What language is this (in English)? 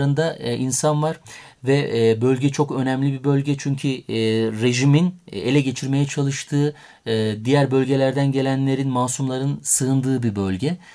Turkish